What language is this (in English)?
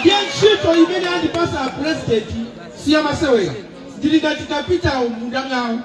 Nyanja